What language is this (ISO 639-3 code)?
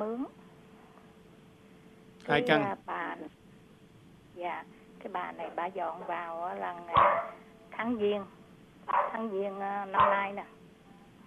vie